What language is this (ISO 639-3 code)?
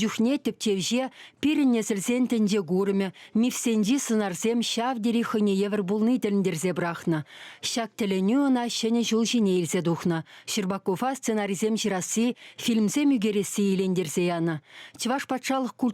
chv